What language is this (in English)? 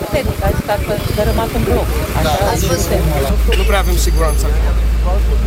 Romanian